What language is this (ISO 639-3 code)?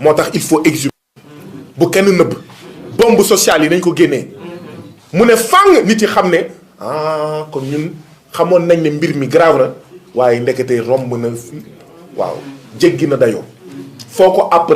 wol